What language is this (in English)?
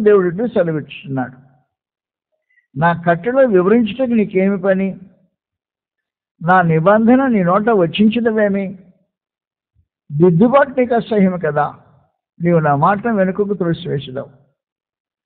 Telugu